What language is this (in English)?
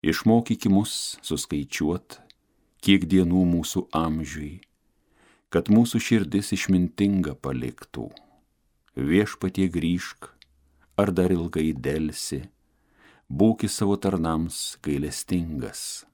Lithuanian